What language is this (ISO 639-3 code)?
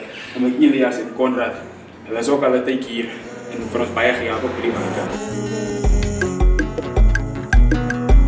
afr